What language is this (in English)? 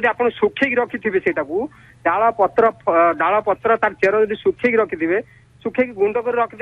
Odia